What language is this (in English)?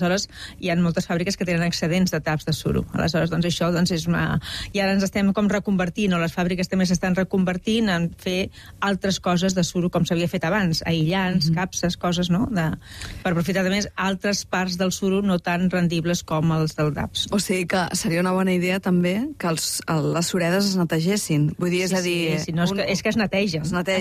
Catalan